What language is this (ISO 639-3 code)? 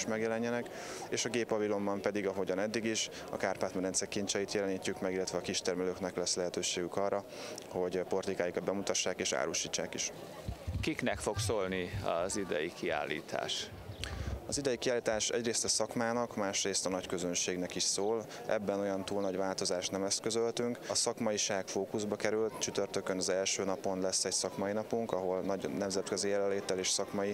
hun